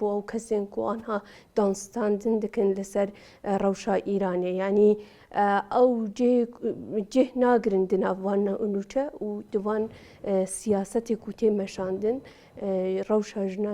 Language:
Kurdish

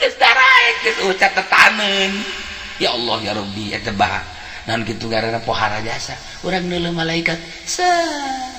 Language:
Sundanese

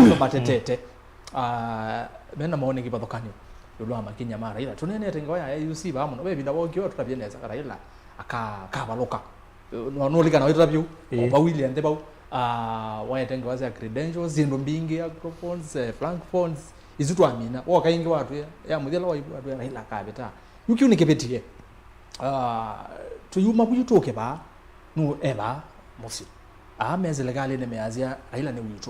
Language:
Kamba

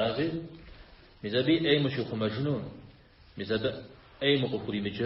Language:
Kabardian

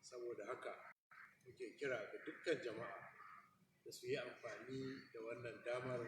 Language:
Hausa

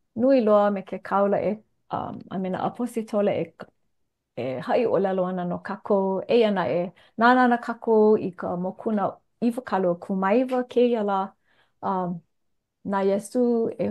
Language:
Hawaiian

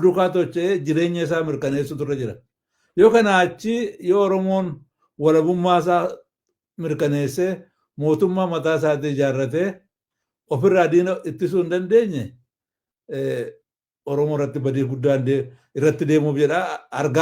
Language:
Oromo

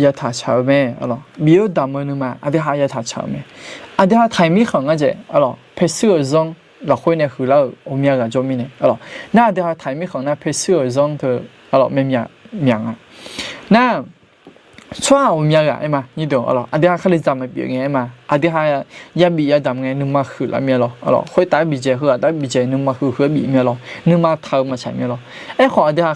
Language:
Akha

